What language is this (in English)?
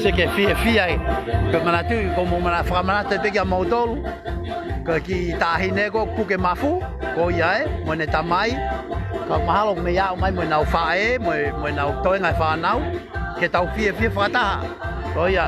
Tongan